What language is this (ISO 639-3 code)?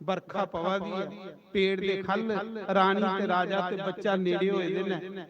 doi